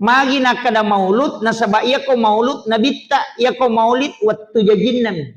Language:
Buginese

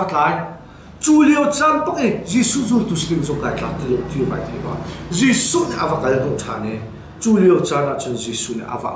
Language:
Hakha Chin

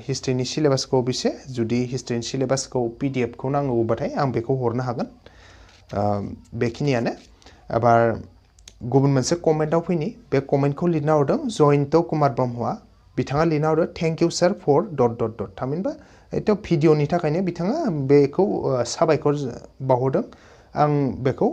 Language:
Bodo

